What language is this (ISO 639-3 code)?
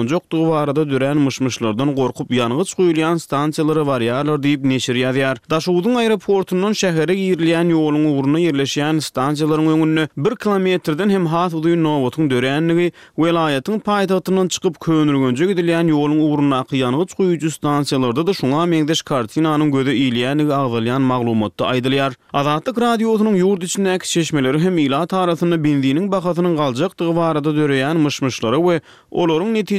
tuk